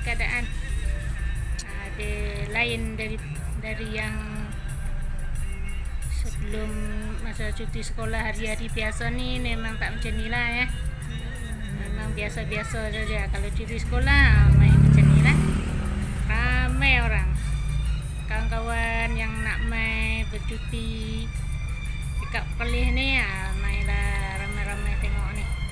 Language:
Malay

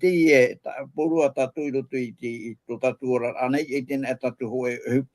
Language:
Tahitian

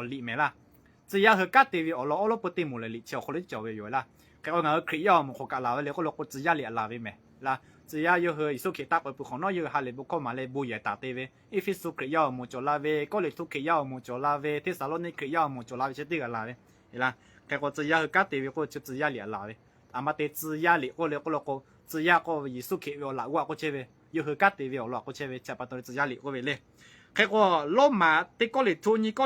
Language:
Lahu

